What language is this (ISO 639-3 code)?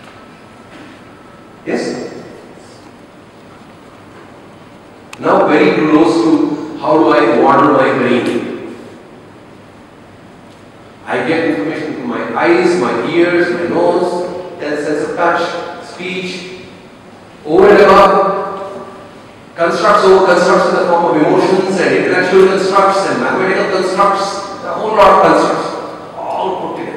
eng